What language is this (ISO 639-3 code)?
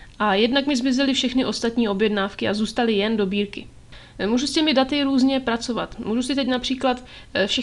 ces